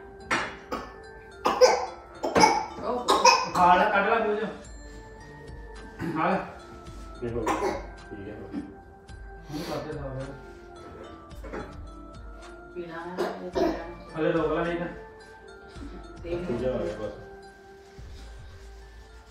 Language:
Punjabi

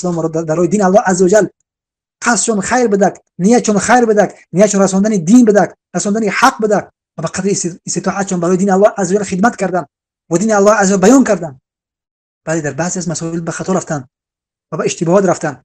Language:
Tajik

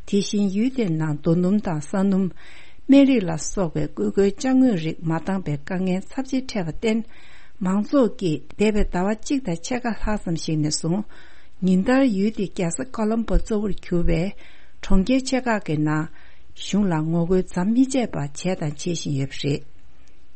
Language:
Tibetan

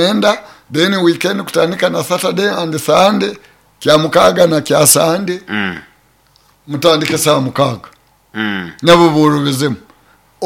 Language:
Nyoro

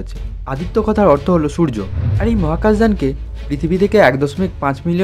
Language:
Bangla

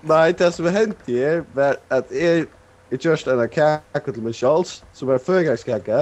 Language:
Faroese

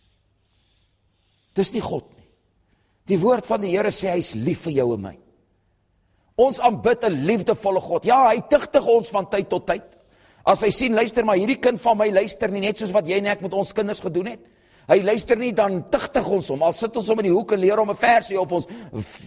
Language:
Afrikaans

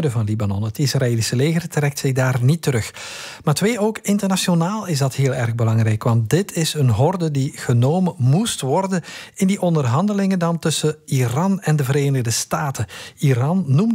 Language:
Dutch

